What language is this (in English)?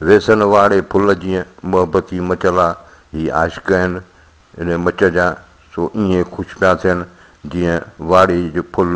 Sindhi